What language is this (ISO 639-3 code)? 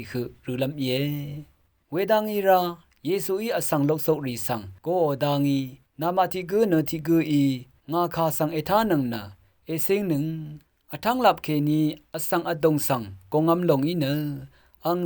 raw